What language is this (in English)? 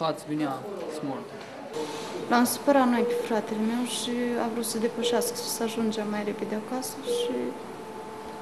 Romanian